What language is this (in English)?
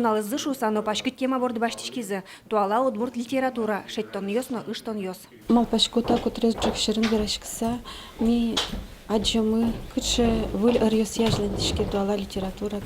Udmurt